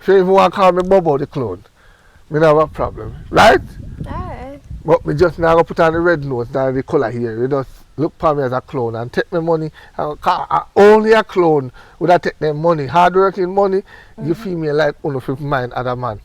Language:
Jamaican Creole English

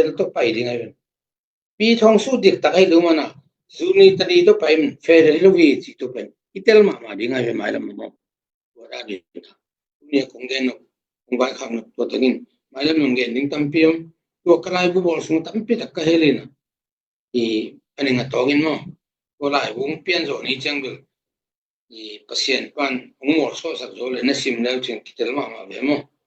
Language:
Tedim Chin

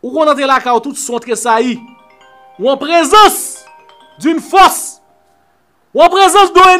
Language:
Haitian Creole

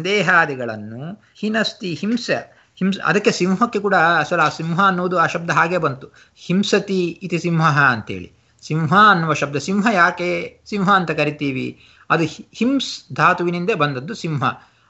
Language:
Kannada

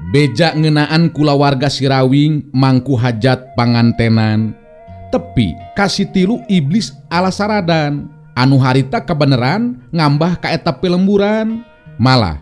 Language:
Sundanese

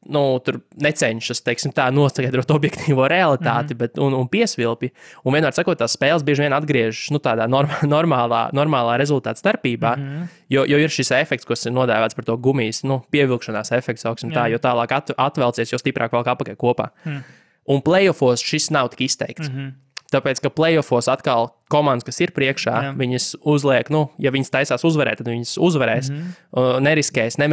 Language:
Latvian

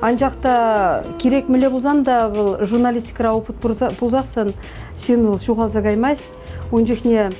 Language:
Chuvash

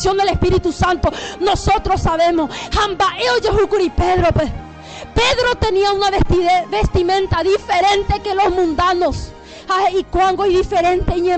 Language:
Guarani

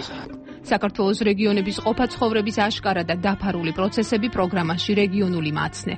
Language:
Georgian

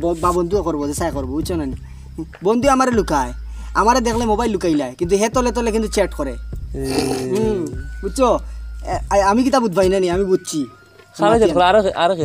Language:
Sylheti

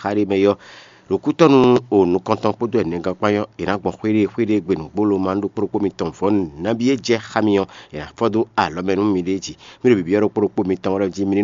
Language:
Fon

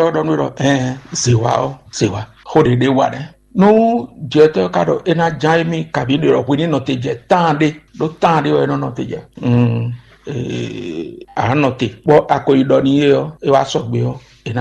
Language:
Fon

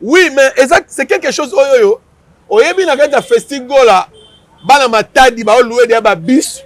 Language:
Lingala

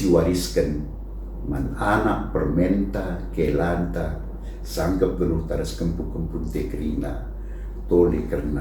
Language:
Batak Karo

